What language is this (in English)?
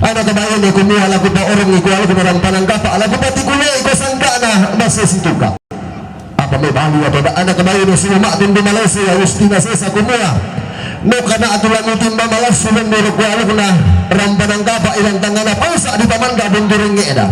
Toraja-Sa'dan